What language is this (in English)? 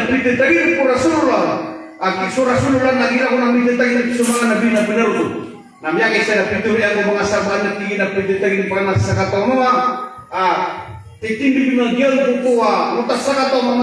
Maranao